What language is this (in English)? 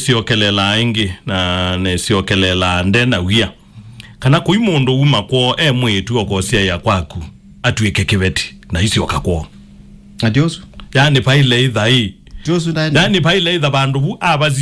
Kamba